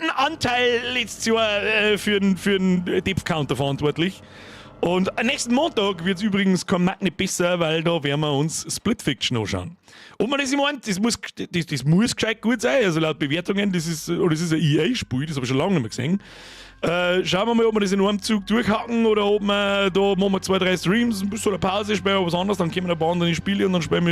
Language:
Bavarian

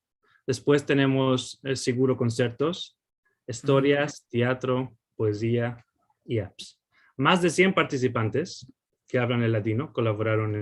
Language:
Ladino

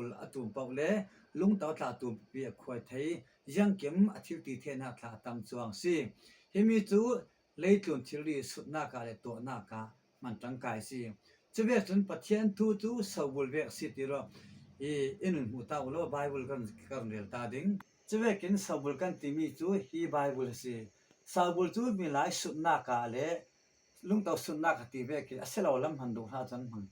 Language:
Falam Chin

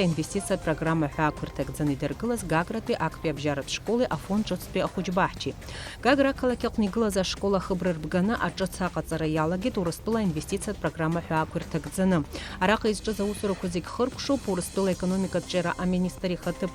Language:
Abkhazian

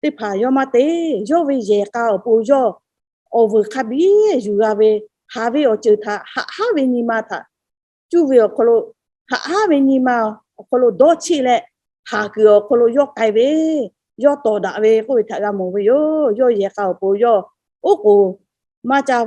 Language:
Lahu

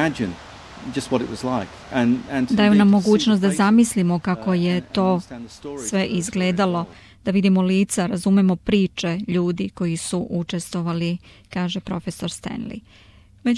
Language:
Serbian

